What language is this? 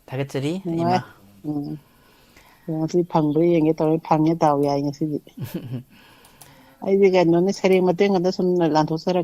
Manipuri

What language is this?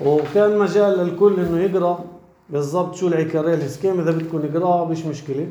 North Levantine Arabic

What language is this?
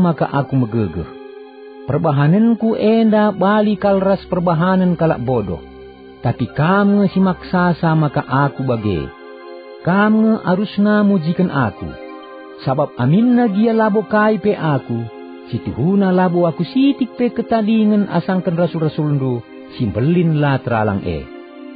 Batak Karo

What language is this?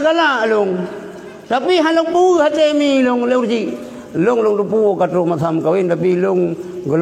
Achinese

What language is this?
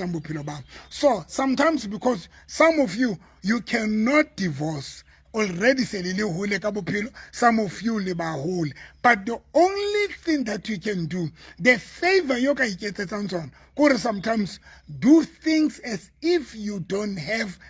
Southern Sotho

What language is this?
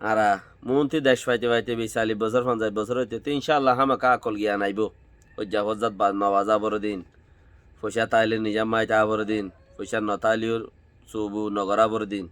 Rohingya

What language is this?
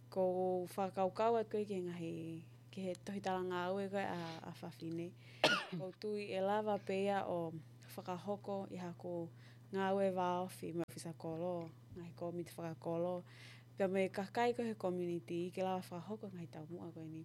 Tongan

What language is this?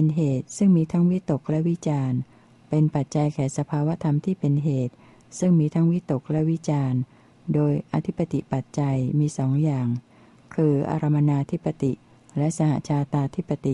Thai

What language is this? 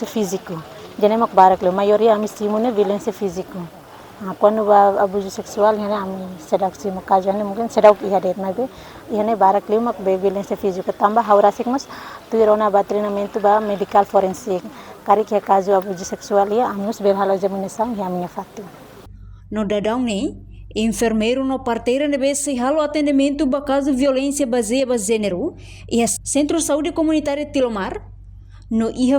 Tetum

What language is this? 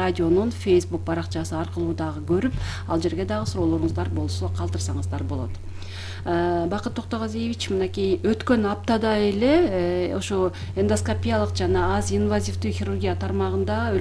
Kyrgyz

